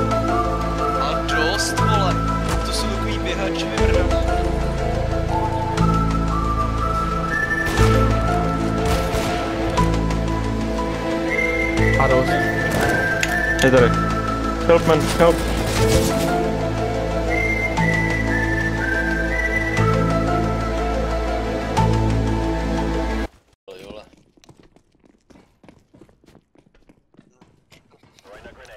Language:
Czech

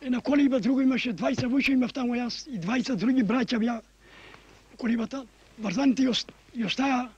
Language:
Macedonian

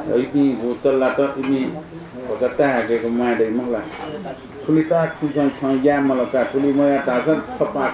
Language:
Newari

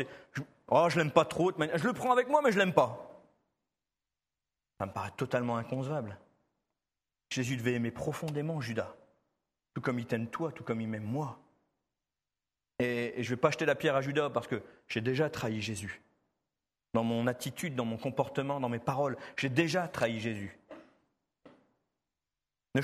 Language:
French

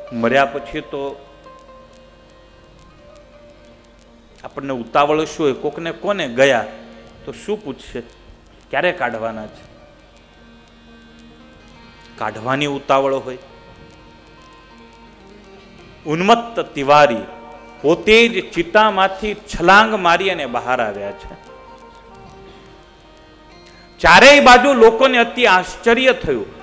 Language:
Gujarati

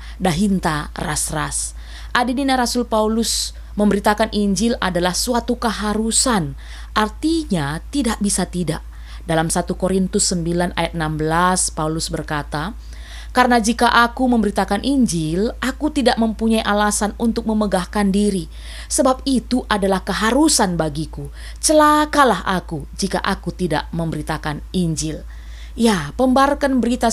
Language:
Batak Karo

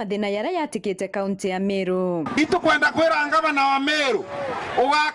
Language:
Meru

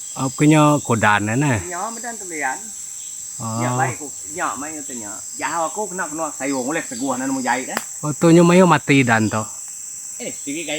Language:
Iban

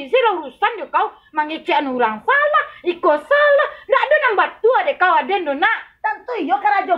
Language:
Minangkabau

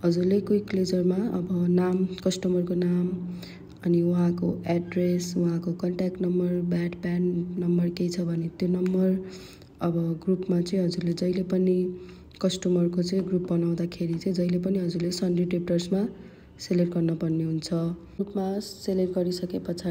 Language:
Nepali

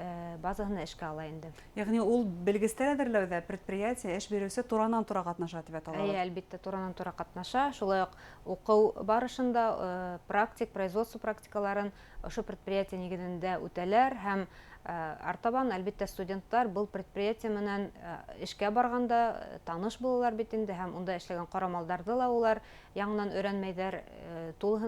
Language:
Bashkir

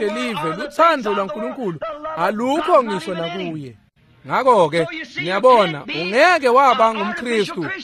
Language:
Swati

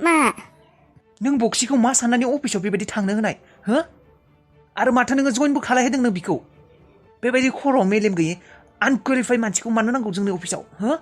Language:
Bodo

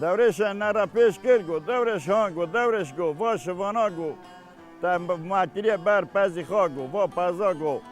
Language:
Kurdish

